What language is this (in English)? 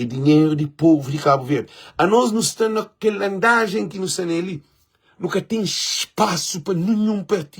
Kabuverdianu